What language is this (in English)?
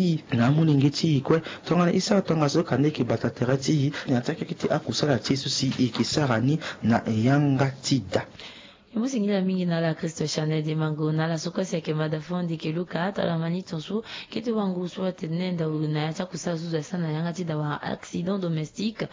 Sango